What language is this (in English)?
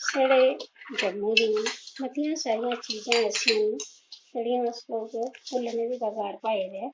Dogri